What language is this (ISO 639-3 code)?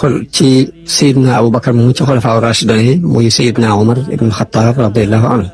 wol